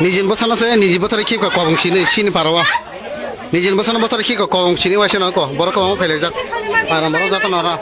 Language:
Kok Borok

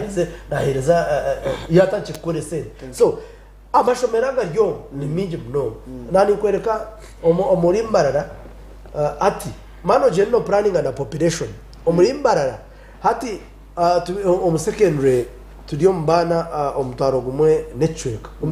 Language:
Nyankole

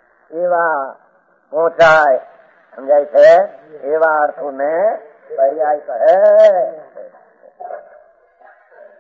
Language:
Gujarati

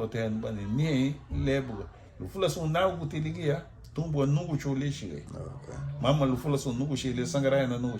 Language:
Garifuna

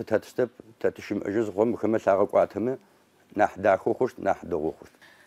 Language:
Adyghe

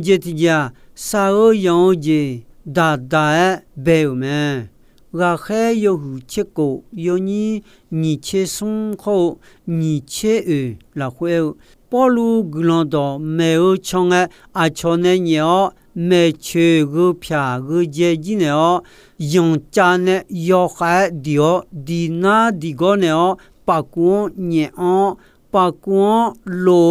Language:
Akha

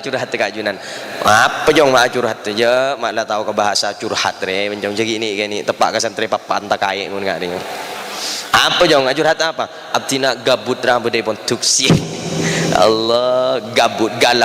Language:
Madurese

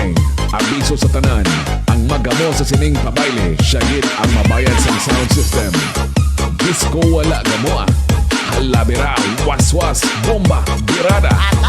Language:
Hiligaynon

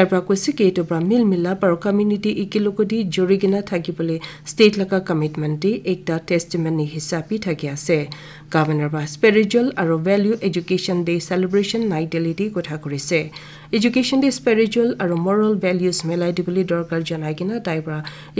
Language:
Naga Pidgin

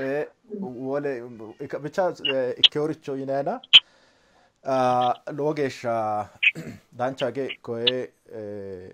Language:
Sidamo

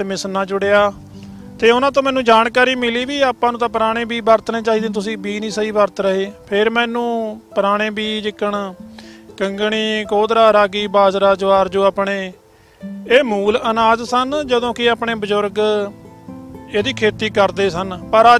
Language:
Punjabi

